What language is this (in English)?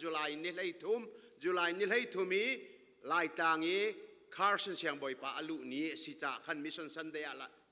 Hakha Chin